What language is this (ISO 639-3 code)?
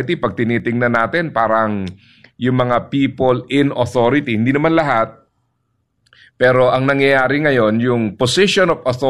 fil